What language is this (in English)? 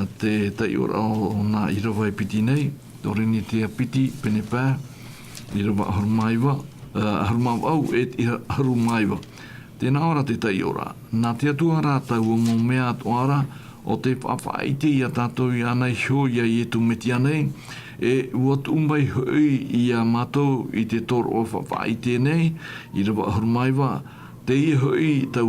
Tahitian